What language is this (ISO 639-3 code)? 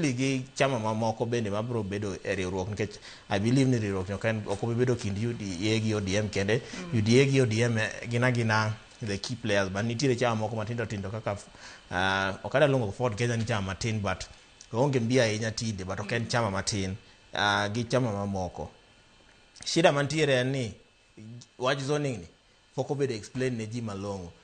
luo